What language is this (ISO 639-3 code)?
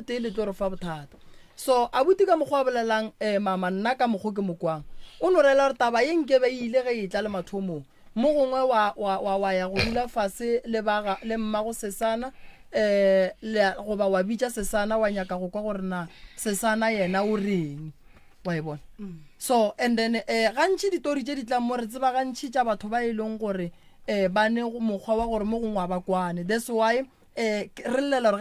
nso